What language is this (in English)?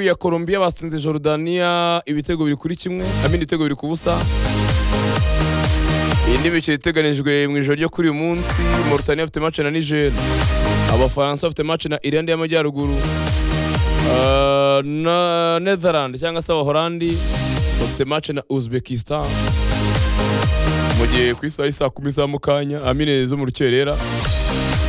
Kinyarwanda